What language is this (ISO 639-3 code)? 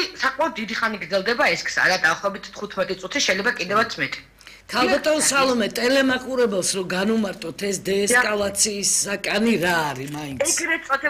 kat